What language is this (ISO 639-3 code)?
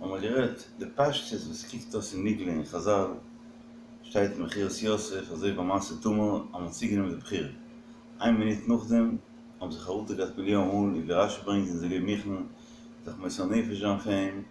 yid